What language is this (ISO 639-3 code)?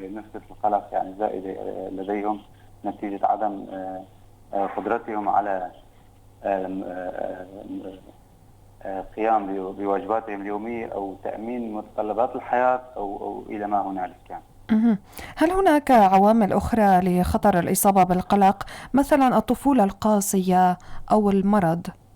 apc